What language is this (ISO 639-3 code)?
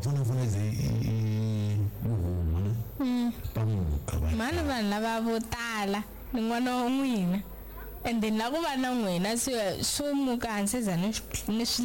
tso